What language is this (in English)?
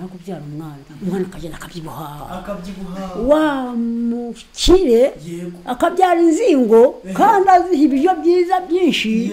Kinyarwanda